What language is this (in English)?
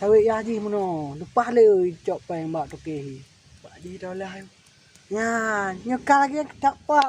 Achinese